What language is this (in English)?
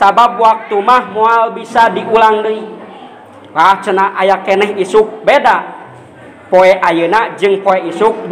Sundanese